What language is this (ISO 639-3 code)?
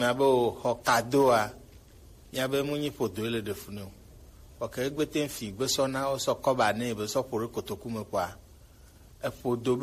gej